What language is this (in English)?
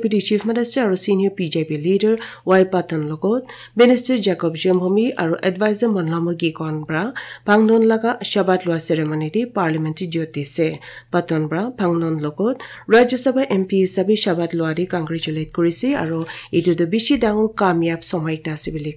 Naga Pidgin